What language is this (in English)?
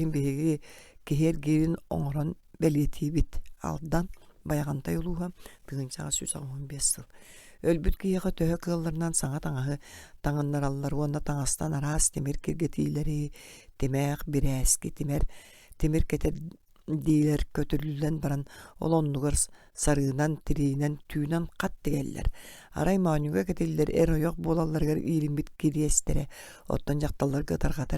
Yakut